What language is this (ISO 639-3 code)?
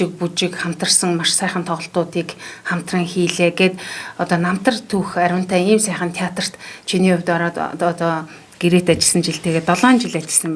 mon